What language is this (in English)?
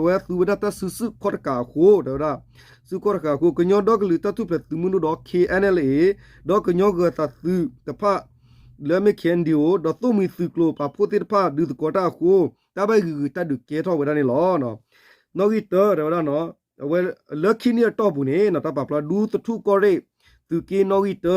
S'gaw Karen